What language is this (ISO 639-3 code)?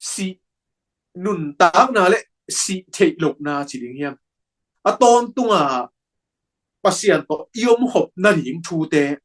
ctd